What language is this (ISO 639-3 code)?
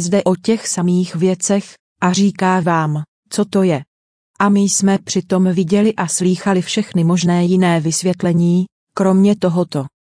ces